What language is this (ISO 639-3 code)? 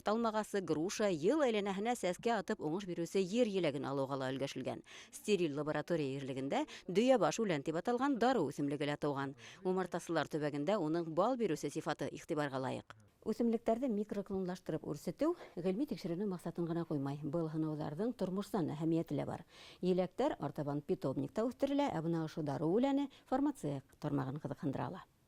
bak